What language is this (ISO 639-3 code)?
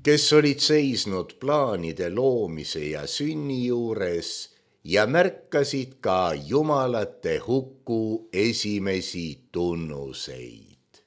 est